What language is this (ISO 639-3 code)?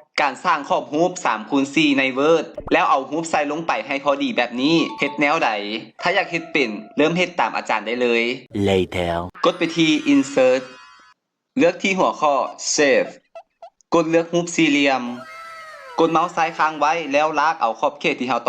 lao